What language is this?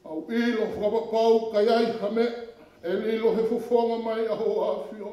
Tongan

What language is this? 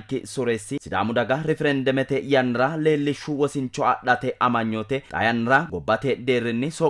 Sidamo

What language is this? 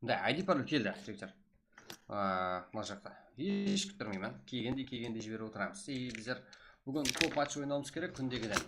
Kara-Kalpak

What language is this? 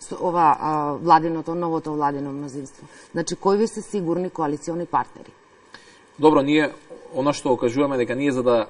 Macedonian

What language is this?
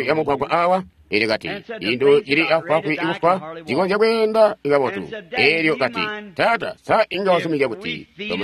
Tonga (Zambia)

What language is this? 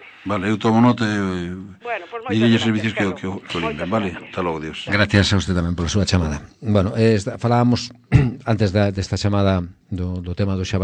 Galician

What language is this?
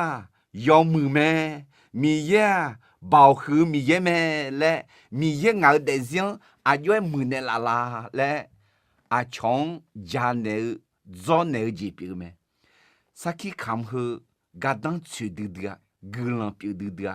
Akha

